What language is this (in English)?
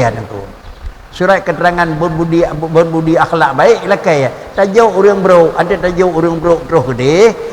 Achinese